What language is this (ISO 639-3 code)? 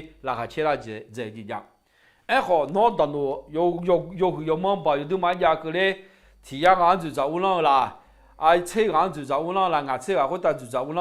ahk